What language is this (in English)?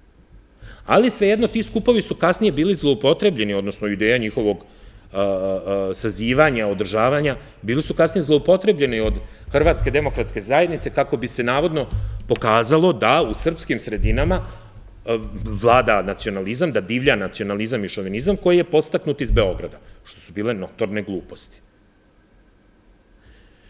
Serbian